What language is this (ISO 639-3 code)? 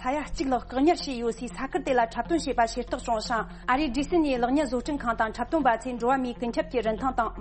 bod